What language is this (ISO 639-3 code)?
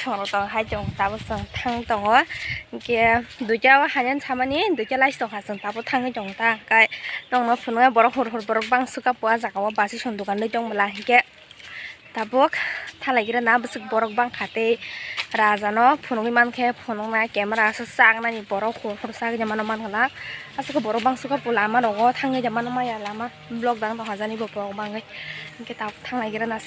trp